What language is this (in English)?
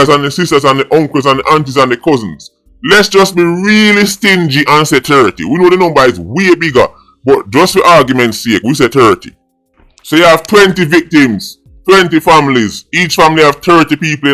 Jamaican Creole English